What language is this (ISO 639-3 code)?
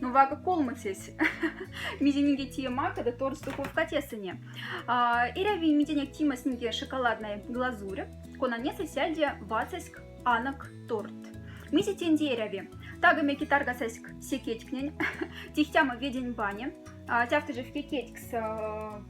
mdf